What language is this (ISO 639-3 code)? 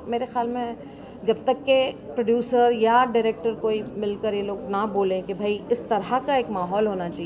hin